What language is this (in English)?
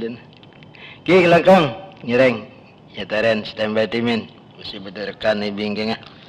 Madurese